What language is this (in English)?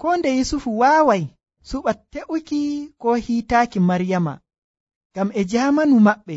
Nigerian Fulfulde